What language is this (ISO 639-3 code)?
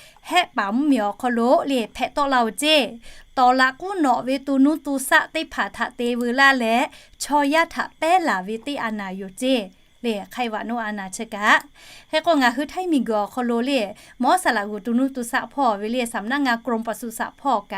lhu